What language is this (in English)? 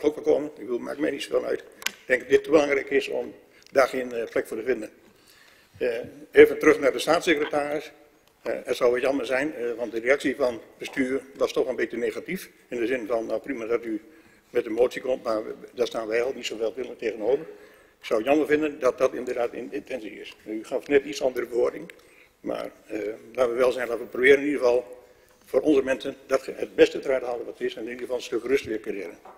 Dutch